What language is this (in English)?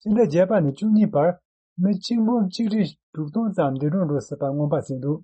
Tibetan